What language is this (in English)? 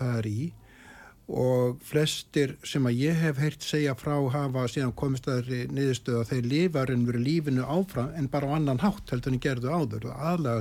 Icelandic